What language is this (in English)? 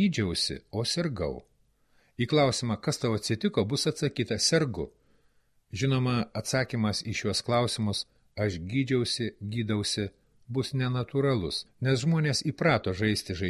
Lithuanian